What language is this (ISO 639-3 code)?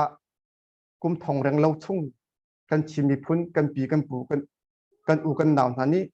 cnh